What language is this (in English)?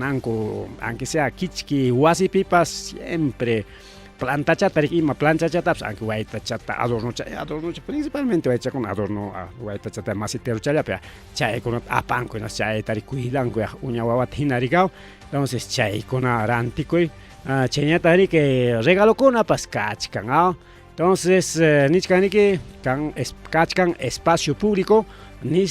Ayacucho Quechua